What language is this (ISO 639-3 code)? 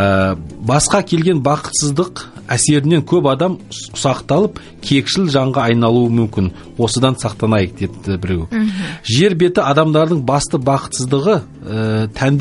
kaz